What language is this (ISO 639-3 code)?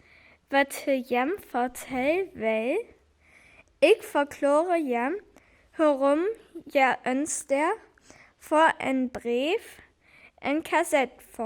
frr